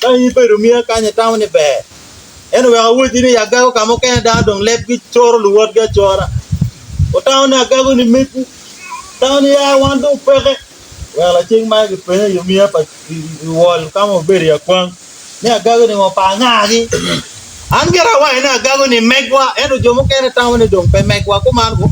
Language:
Acoli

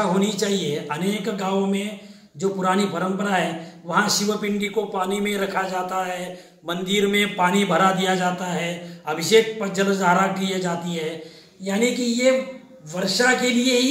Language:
Hindi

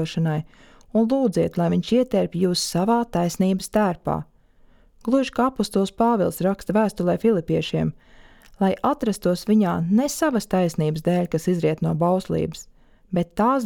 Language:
Latvian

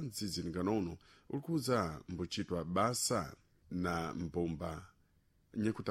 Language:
Sena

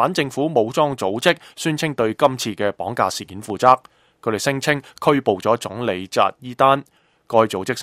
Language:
Cantonese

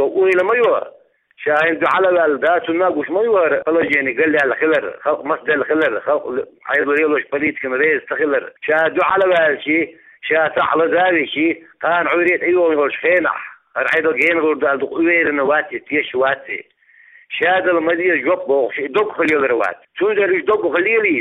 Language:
Chechen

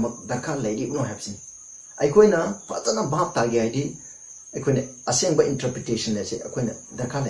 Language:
Manipuri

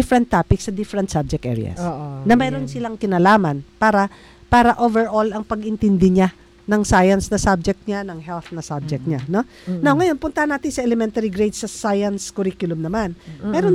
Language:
Filipino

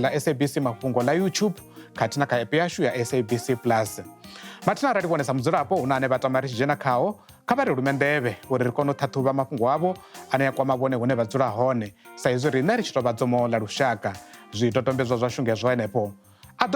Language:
Venda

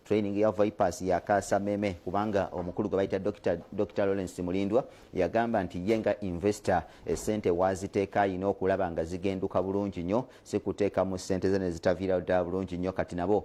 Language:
Ganda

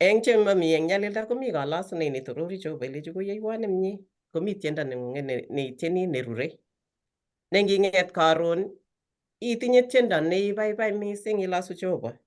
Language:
Kalenjin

